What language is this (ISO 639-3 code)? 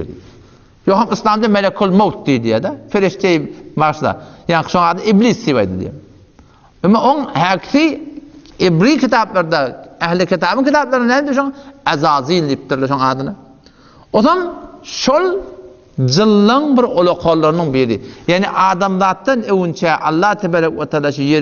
tuk